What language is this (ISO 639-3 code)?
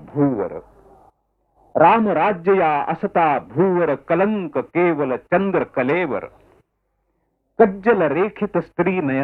mar